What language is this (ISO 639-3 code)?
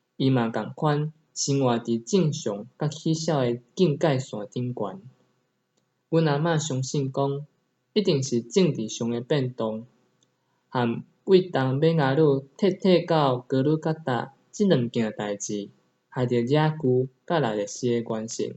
nan